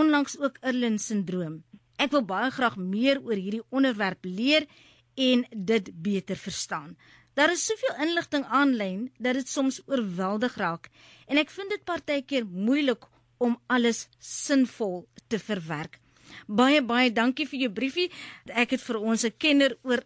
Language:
Afrikaans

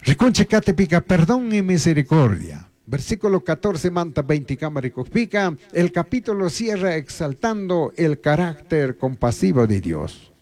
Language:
Chimborazo Highland Quichua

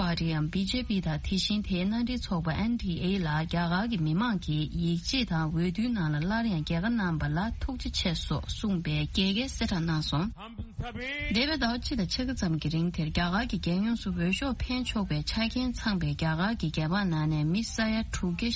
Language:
Tibetan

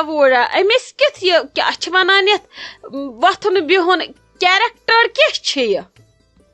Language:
Kashmiri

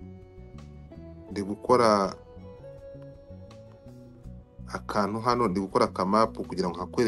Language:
Kinyarwanda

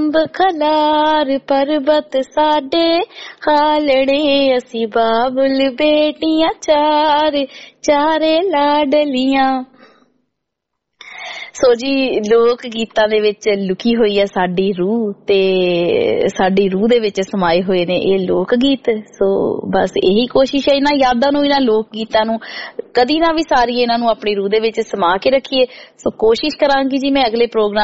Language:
Punjabi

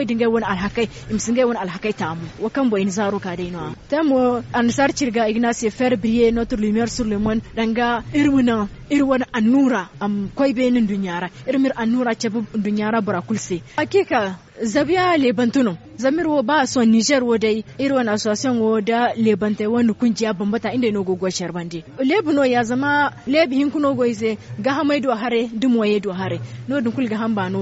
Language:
Zarma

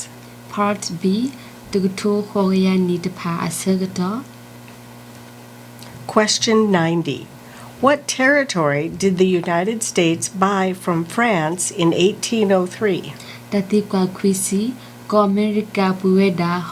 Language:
S'gaw Karen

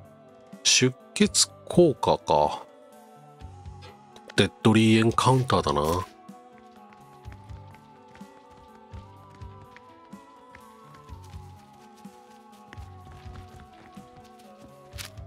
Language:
Japanese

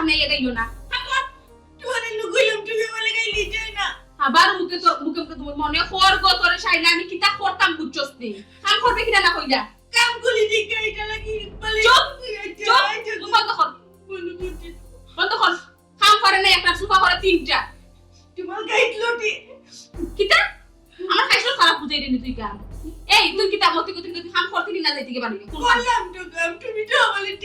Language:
Sylheti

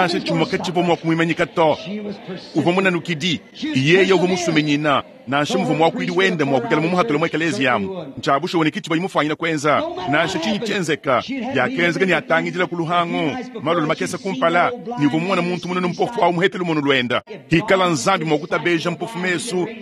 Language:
Luba-Lulua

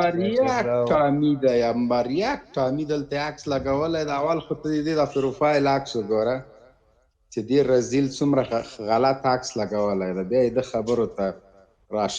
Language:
Pashto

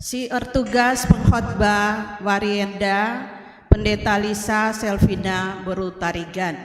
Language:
Batak Karo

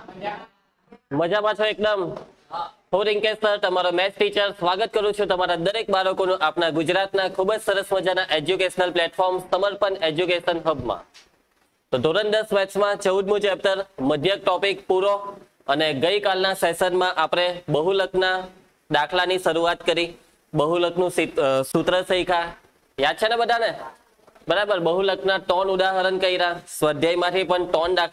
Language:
Gujarati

